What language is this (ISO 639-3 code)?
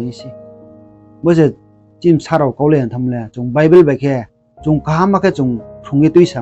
ria